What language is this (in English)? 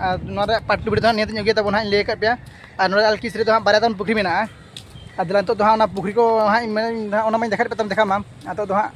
Santali